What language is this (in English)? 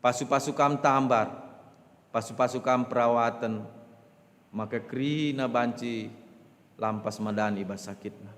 Batak Karo